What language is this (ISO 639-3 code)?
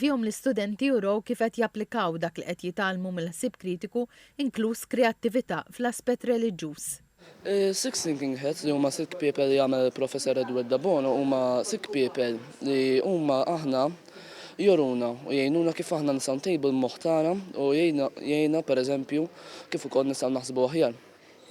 mlt